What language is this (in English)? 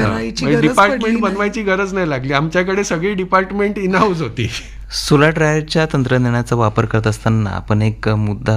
Marathi